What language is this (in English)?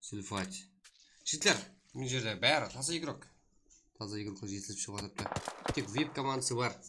Kara-Kalpak